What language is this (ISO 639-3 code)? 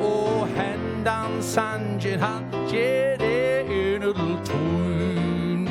fao